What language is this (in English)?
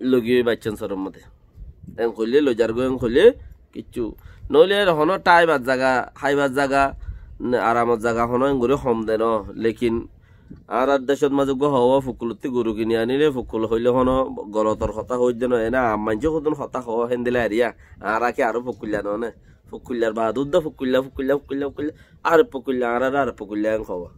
Rohingya